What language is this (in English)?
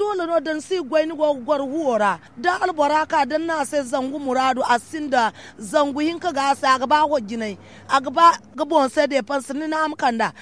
Zarma